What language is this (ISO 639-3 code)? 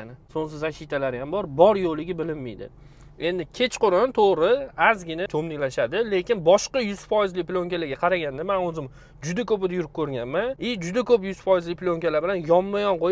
uzb